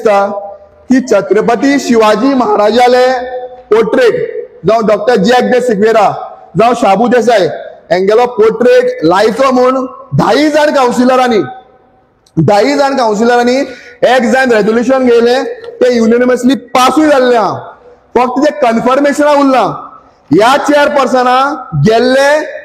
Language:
Konkani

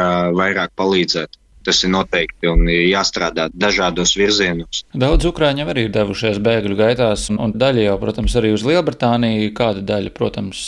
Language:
Latvian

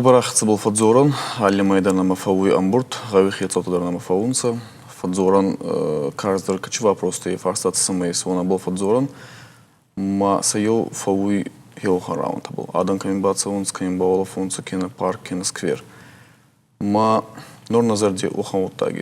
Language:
Ossetic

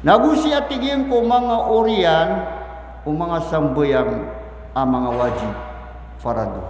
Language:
Maranao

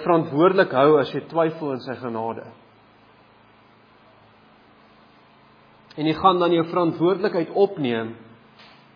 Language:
Afrikaans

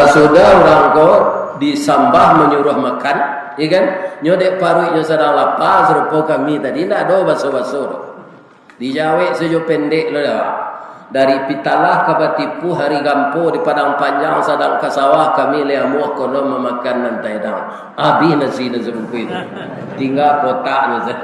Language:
Minangkabau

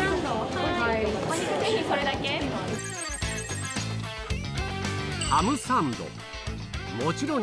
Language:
Japanese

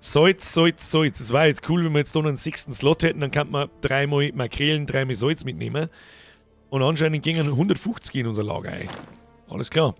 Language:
Bavarian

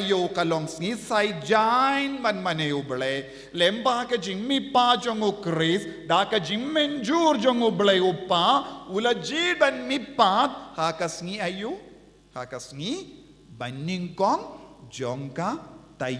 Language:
Khasi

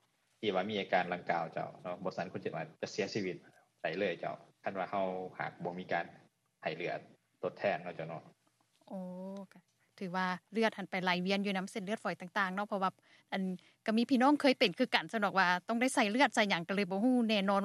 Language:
Lao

